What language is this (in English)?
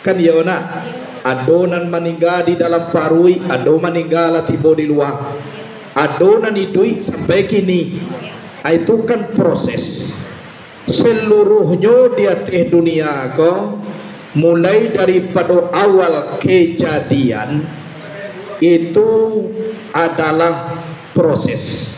Minangkabau